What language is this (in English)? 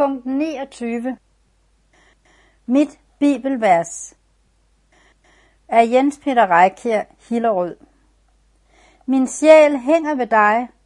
Danish